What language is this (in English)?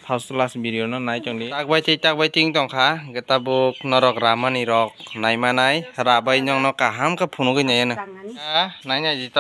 Kok Borok